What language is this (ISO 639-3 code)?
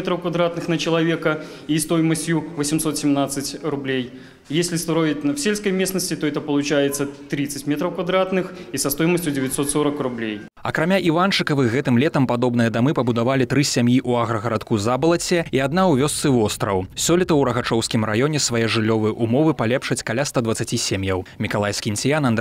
bel